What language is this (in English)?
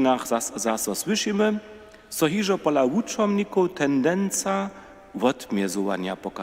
Upper Sorbian